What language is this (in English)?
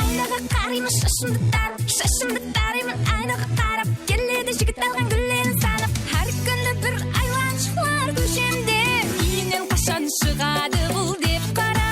Kara-Kalpak